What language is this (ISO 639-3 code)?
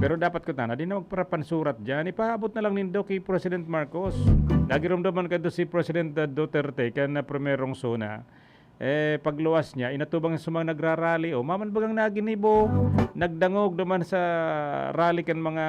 bik